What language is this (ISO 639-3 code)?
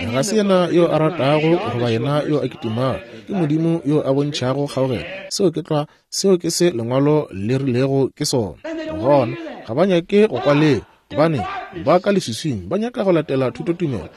nso